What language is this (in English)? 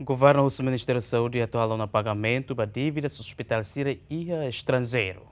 Tetum